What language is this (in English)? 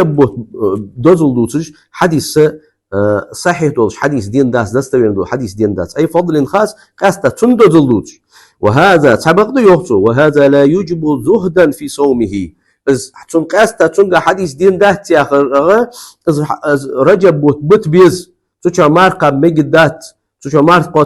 Ingush